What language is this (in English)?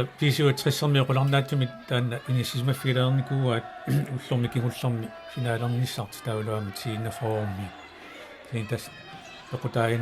Kalaallisut